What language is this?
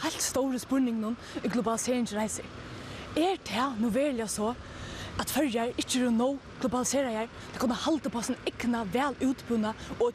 Faroese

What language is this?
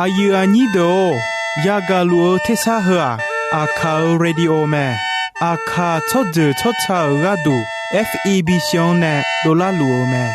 Akha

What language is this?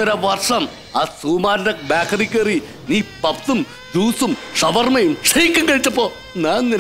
Malayalam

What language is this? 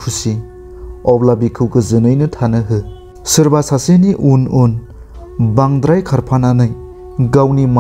Bodo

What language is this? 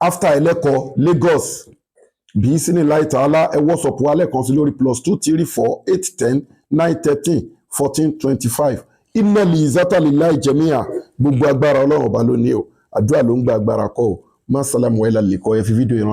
Yoruba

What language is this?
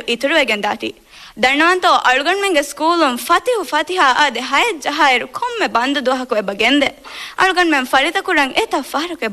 Divehi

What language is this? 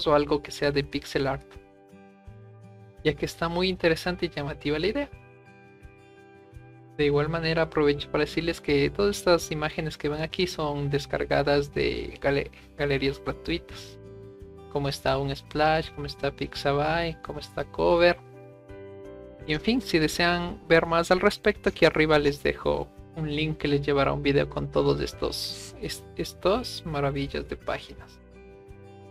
Spanish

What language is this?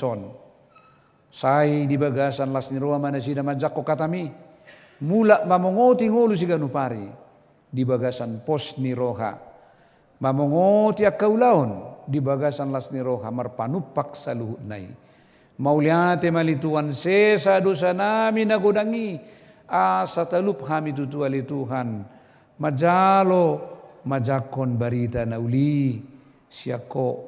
Batak Toba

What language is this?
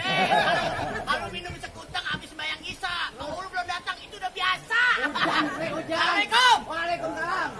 Betawi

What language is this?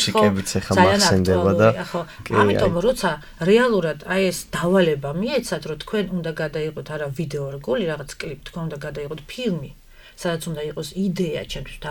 Georgian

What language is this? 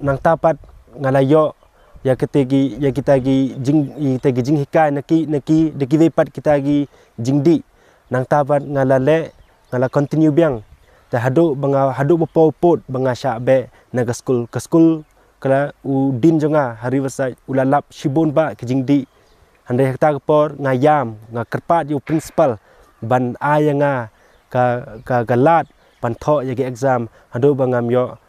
Khasi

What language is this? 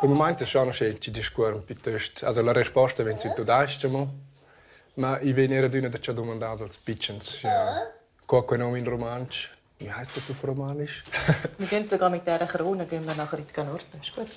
Romansh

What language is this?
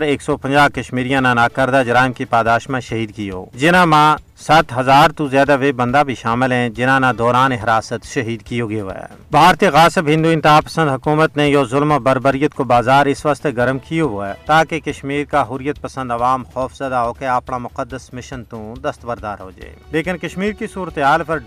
Gujari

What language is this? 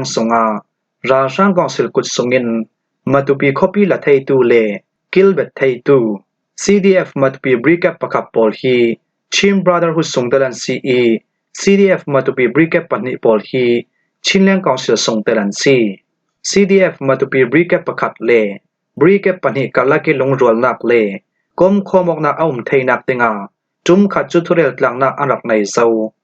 Falam Chin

